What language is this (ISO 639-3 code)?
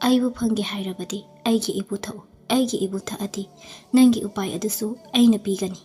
mni